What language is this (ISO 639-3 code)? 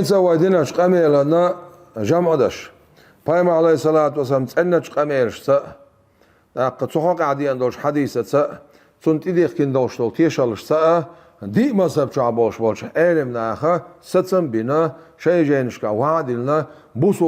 che